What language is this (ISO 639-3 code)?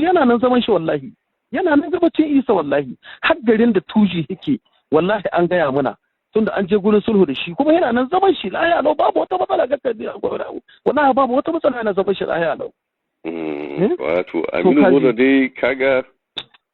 hau